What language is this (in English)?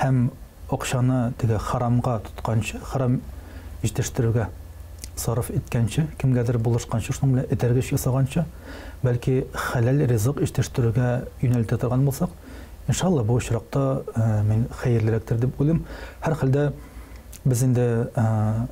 Tatar